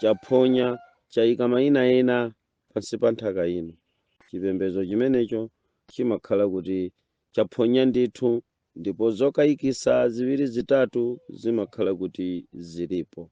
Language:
Nyanja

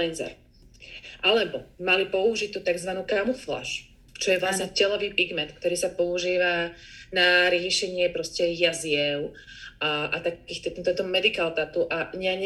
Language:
Slovak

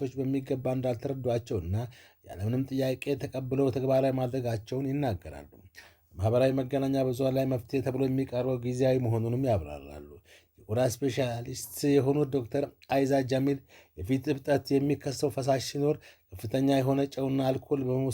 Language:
Amharic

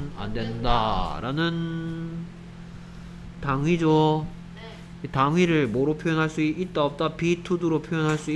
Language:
Korean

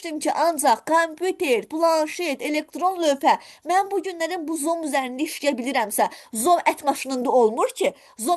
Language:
Azerbaijani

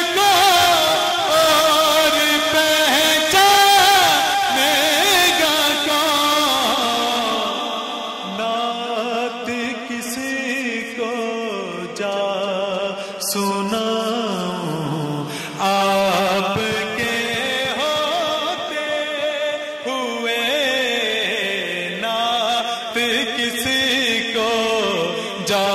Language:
Urdu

